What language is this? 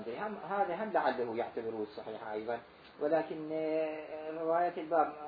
Mesopotamian Arabic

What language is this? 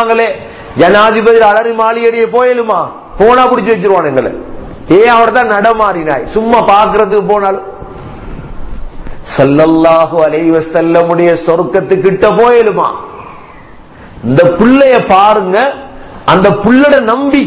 Tamil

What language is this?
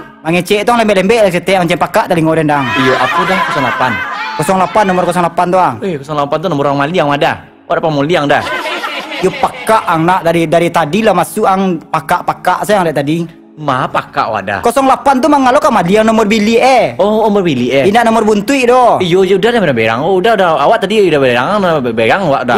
Minangkabau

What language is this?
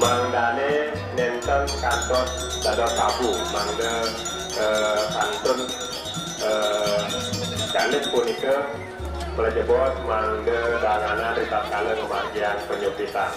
Balinese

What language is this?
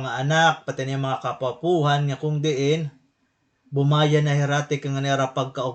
Waray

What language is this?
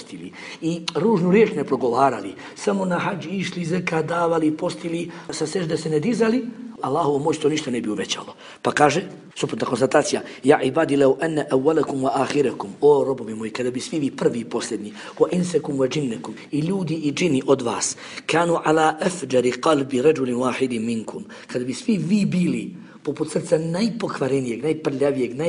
Bosnian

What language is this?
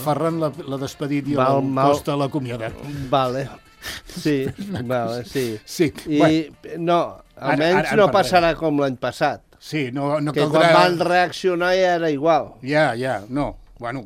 Catalan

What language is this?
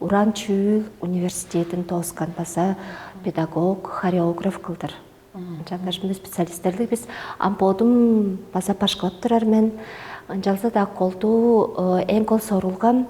Tuvinian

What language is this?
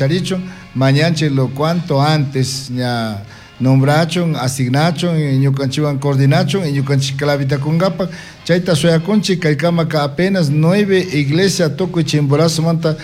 Chimborazo Highland Quichua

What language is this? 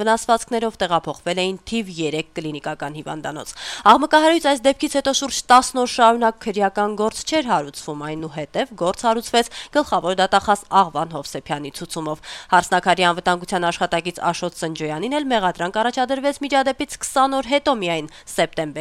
Armenian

